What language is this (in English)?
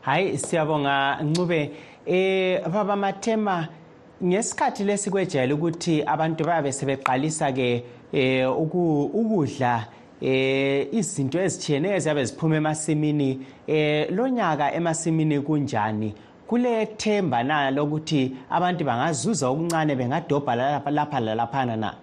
North Ndebele